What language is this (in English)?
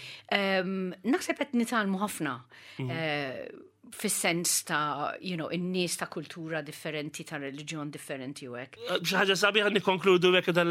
Maltese